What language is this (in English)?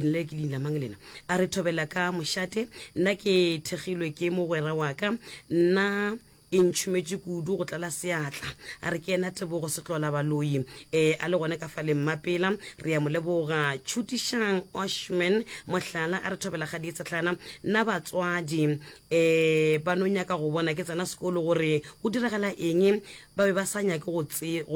Northern Sotho